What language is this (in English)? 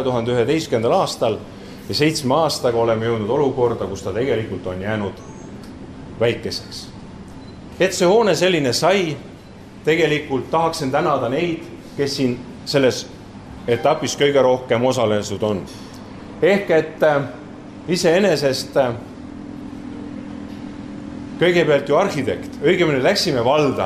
Estonian